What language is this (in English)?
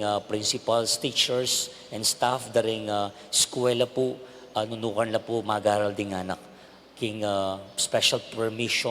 Pampanga